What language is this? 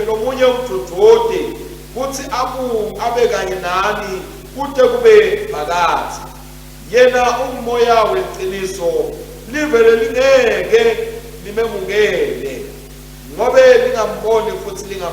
Swati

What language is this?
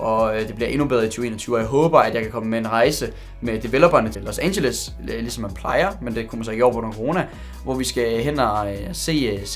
Danish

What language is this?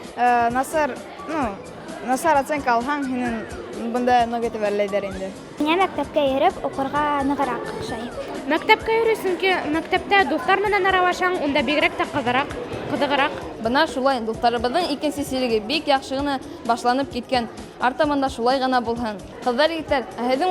Bashkir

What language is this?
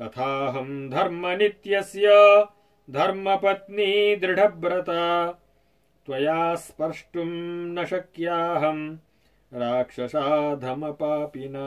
Sanskrit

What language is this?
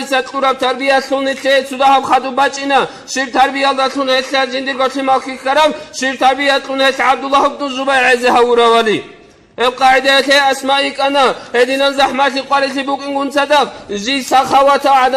Avaric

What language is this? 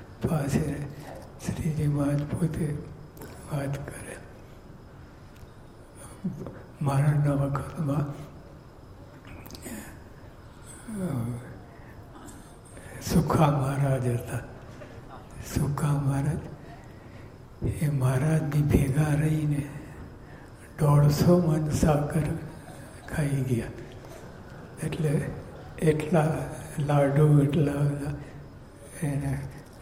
Gujarati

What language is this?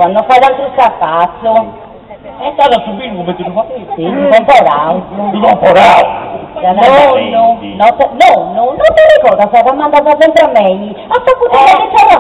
Sardinian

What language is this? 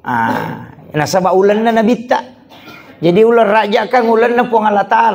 Buginese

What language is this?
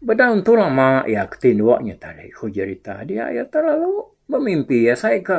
Iban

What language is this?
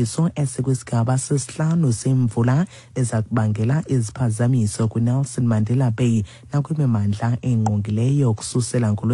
Xhosa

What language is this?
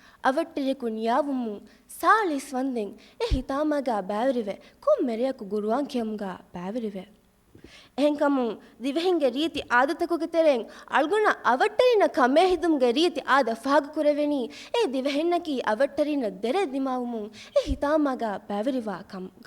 Divehi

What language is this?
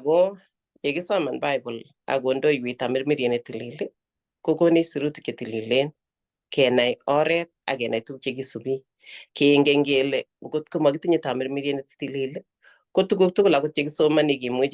Kalenjin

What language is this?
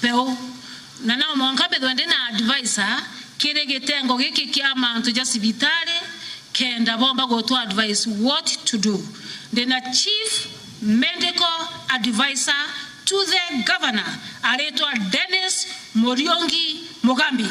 Meru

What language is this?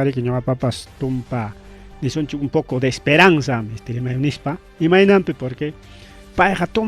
Ayacucho Quechua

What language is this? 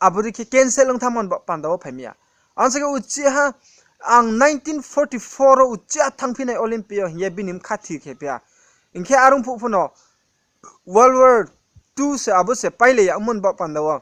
Riang (India)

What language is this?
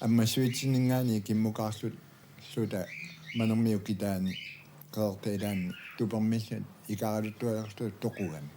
Kalaallisut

